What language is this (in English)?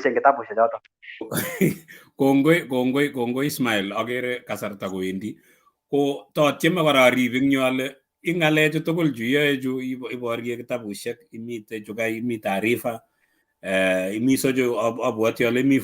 Kalenjin